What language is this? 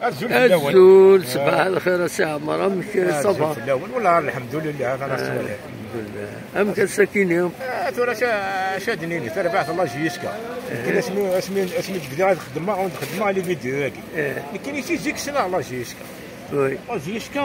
Kabyle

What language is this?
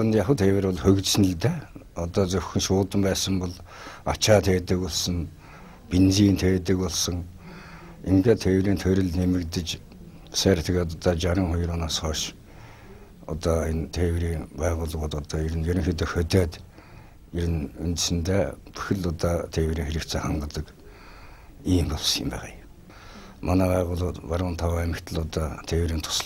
Mongolian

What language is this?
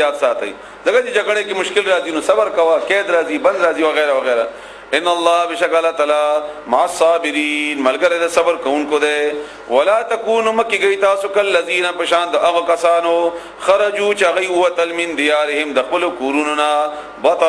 Pashto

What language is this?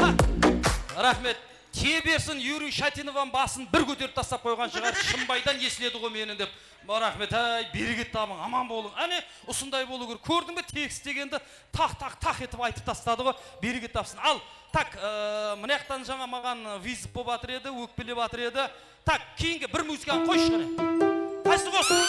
Kara-Kalpak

